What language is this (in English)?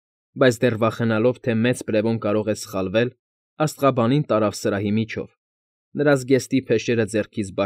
Armenian